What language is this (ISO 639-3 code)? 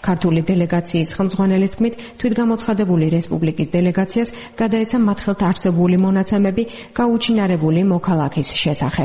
kat